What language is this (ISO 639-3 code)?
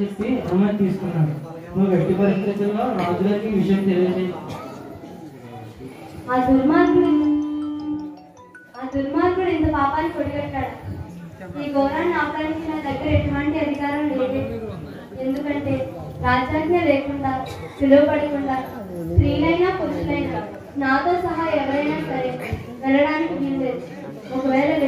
tel